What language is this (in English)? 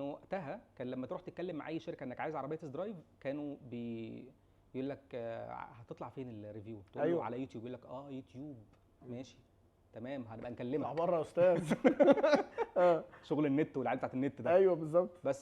Egyptian Arabic